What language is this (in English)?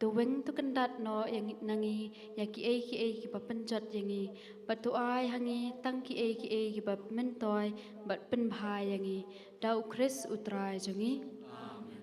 Khasi